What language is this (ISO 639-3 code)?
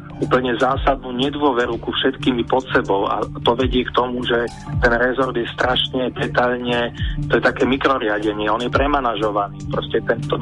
slk